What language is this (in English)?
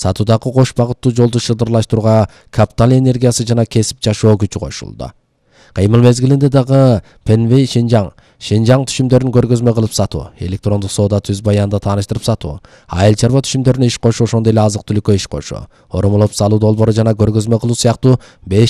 Kyrgyz